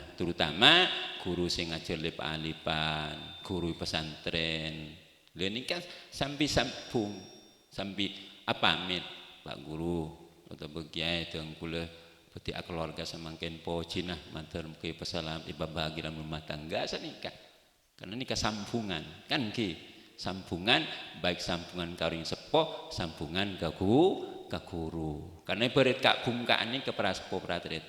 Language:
Madurese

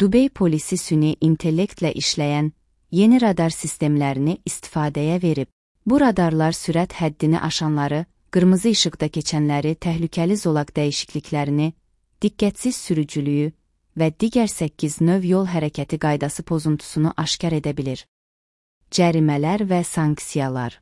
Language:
Azerbaijani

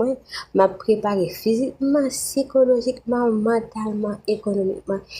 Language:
Haitian Creole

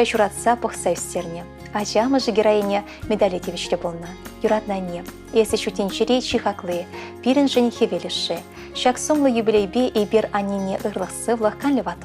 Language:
Chuvash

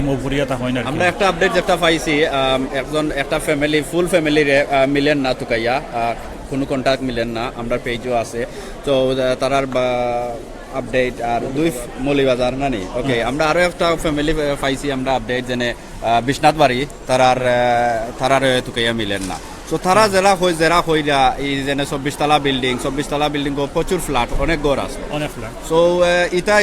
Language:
Sylheti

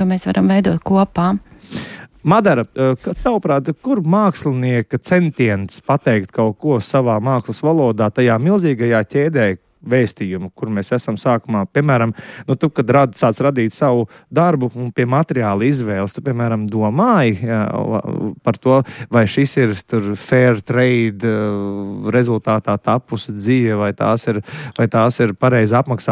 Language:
Latvian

